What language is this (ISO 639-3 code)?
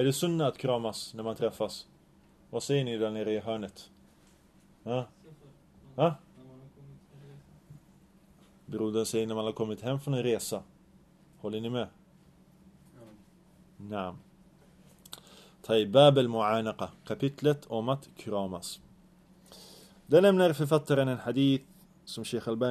swe